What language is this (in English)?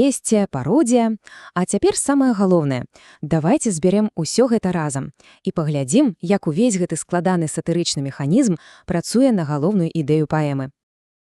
Belarusian